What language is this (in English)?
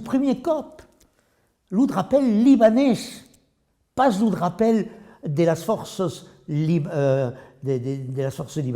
Occitan